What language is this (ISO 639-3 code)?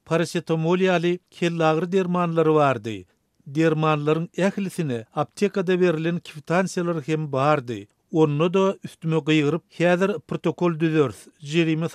tuk